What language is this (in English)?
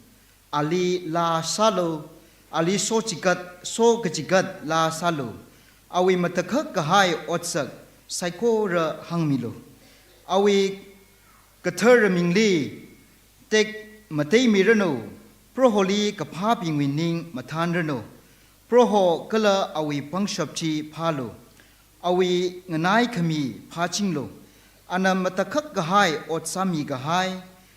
Tangkhul Naga (India)